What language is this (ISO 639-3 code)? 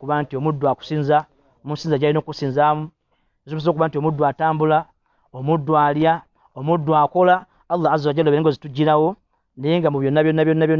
lug